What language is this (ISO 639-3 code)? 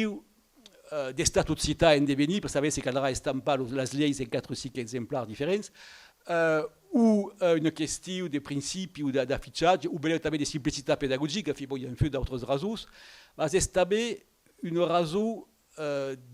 oci